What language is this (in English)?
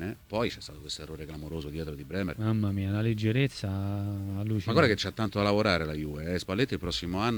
Italian